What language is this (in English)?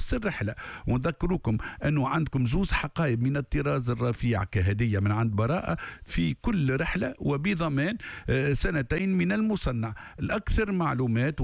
Tunisian Arabic